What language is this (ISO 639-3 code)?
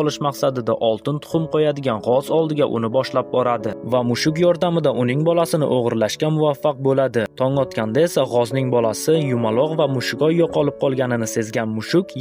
uzb